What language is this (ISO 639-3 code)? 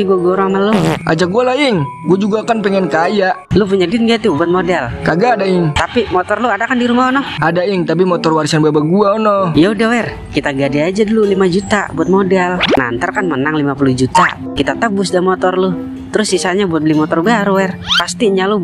bew